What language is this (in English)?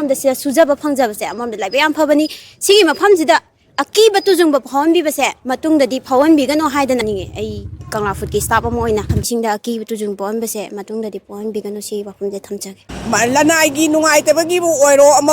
Manipuri